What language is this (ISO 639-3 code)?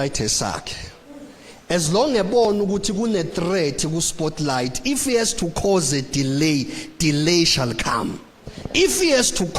zul